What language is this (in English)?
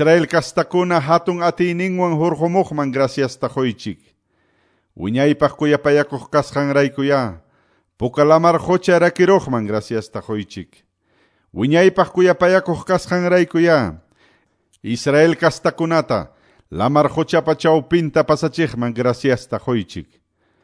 Quechua